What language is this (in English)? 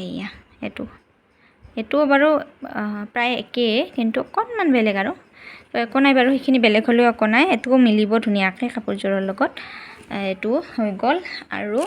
Assamese